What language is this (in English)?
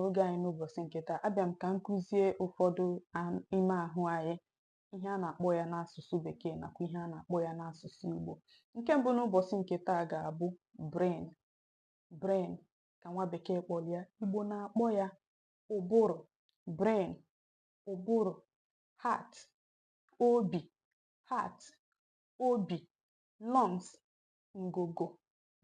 Igbo